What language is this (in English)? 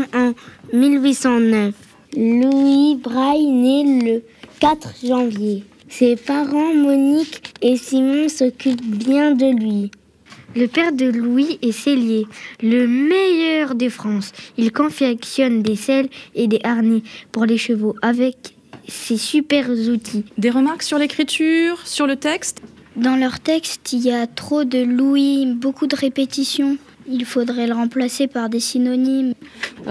French